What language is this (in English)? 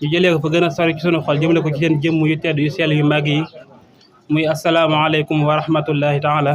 Wolof